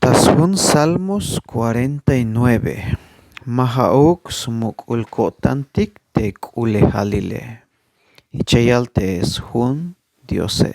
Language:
Tzeltal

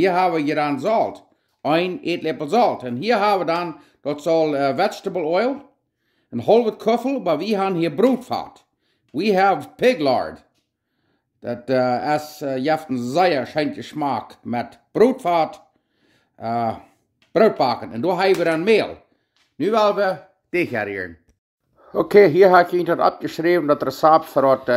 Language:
Plautdietsch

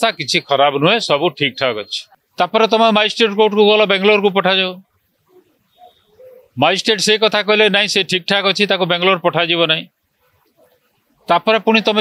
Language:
Odia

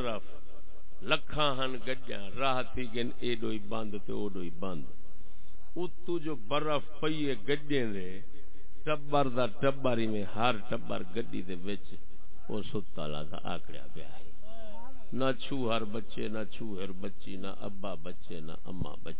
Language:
Saraiki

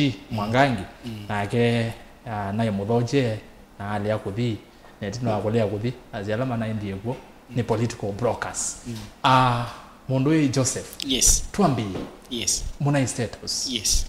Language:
Kamba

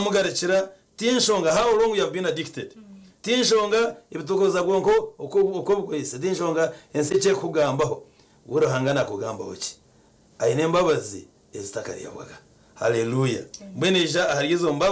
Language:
Nyankole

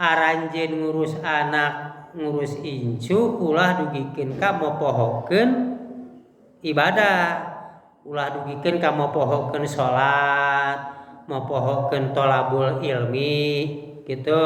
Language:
Sundanese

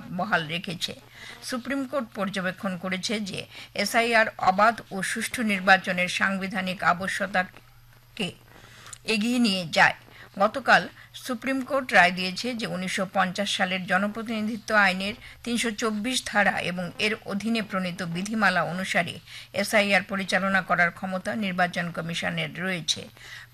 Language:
Bangla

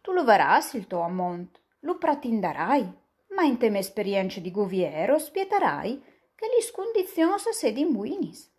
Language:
Friulian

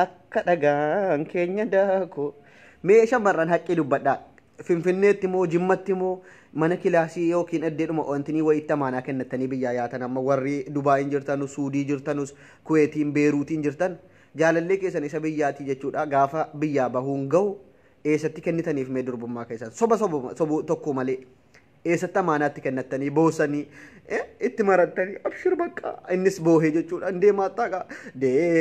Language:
Oromo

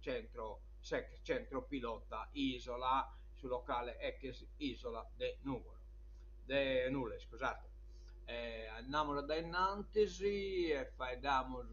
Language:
Sardinian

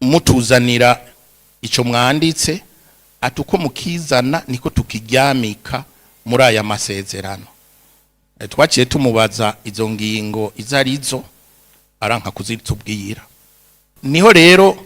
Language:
Rundi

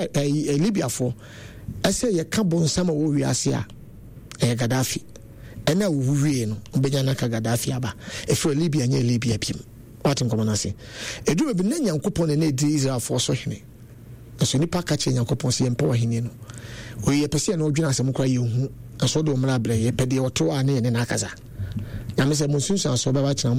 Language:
Akan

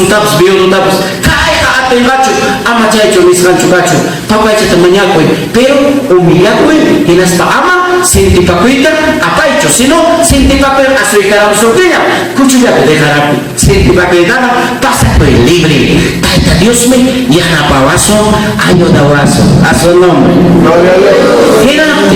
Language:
Ayacucho Quechua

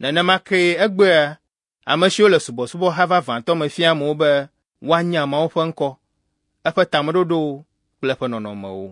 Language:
Ewe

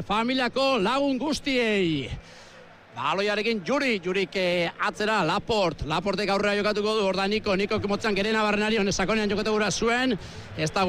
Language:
Basque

